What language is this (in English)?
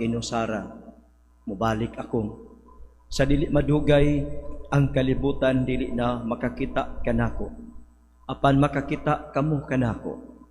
Cebuano